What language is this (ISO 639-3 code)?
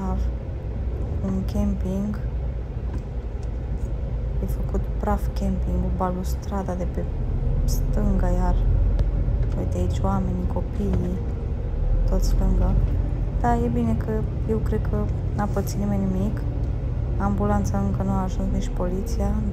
ron